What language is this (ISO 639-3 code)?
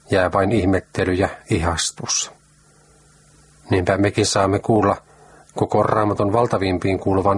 fin